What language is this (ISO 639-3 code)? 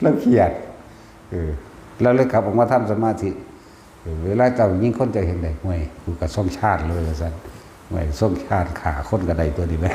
tts